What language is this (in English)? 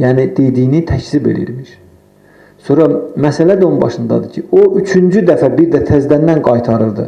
Azerbaijani